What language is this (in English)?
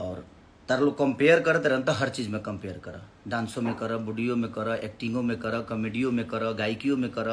Bhojpuri